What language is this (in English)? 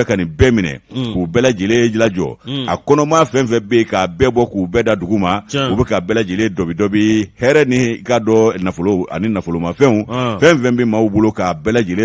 Bambara